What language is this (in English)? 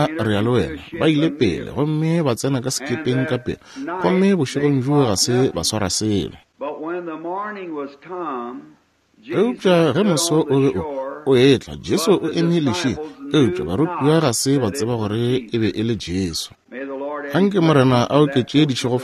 Northern Sotho